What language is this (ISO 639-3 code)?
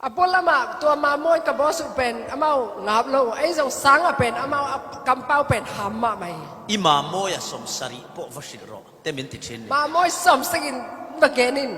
cfm